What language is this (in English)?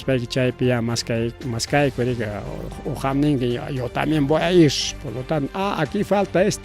Ayacucho Quechua